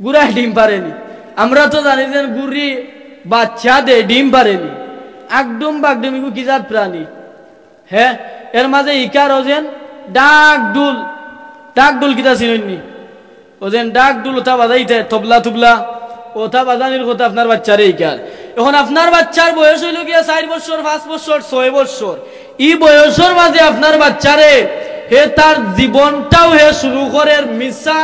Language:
Sylheti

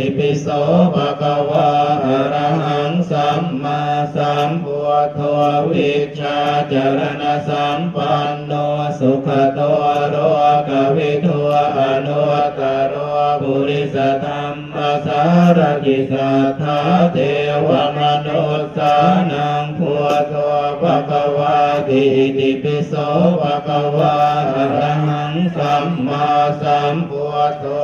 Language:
Pali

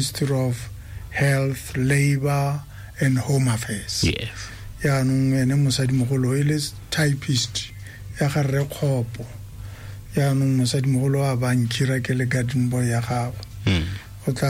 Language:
Tswana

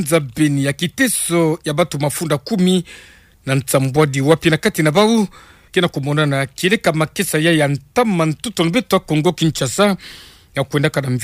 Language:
Kituba (Democratic Republic of Congo)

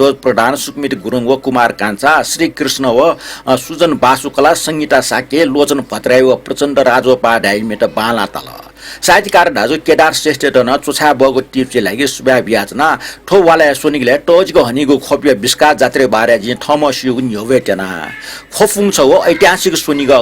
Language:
Newari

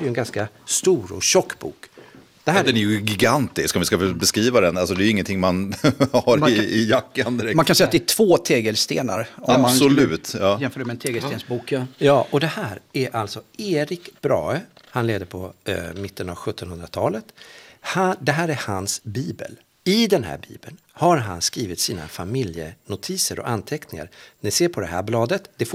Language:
Swedish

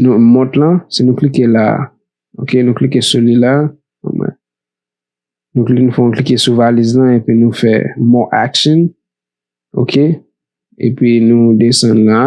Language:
Haitian Creole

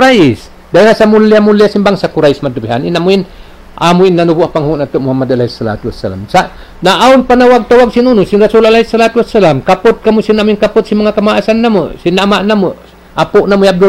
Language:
Tausug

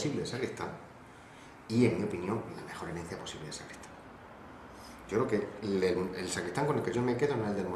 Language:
Spanish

